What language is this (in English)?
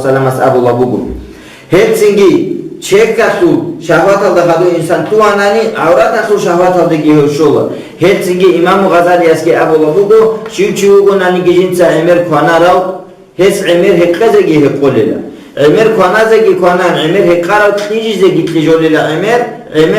Avaric